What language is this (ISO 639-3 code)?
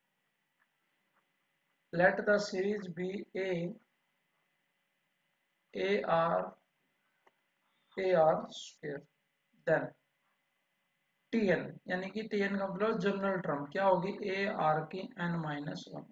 hin